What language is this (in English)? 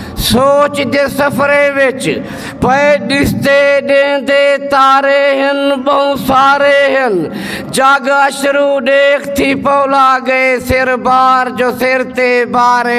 Saraiki